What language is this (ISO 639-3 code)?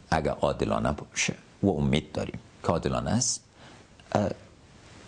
fas